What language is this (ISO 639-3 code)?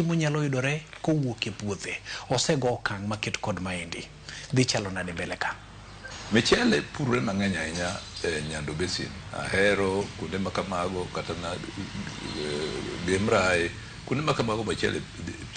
luo